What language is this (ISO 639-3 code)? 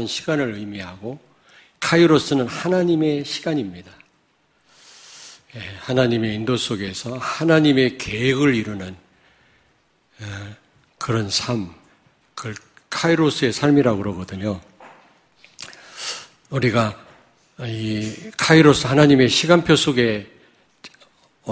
kor